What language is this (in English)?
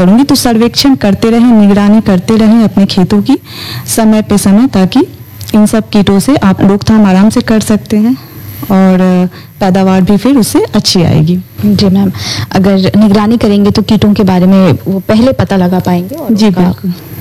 Hindi